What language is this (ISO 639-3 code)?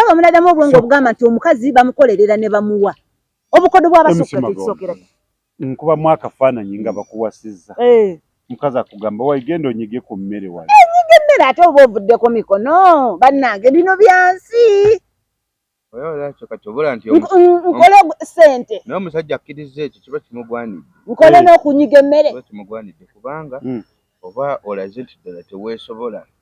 lug